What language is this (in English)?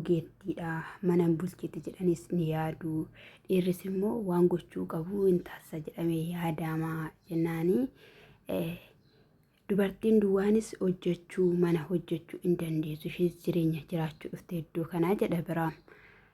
Oromo